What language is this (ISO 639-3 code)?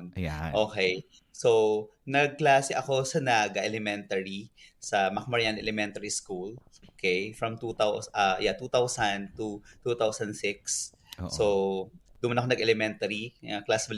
bik